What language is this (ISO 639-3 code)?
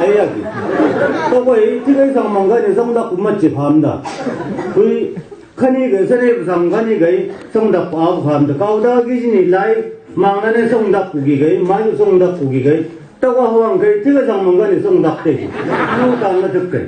nbc